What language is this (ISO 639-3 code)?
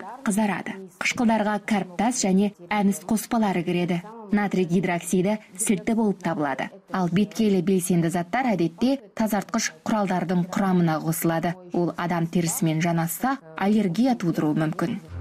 kaz